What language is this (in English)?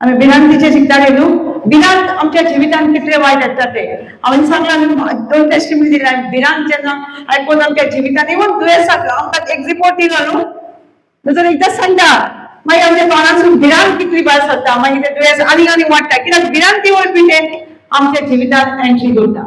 Konkani